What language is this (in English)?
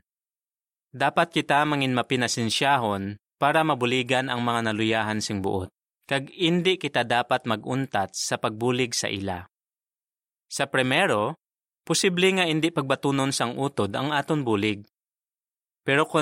Hiligaynon